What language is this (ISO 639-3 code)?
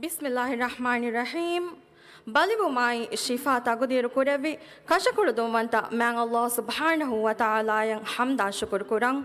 div